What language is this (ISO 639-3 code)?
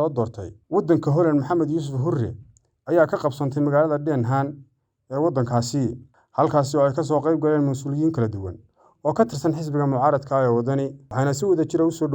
som